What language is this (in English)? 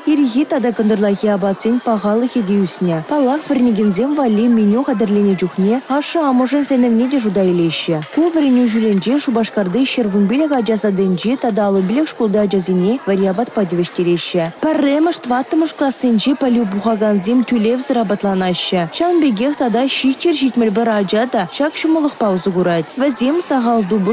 Chuvash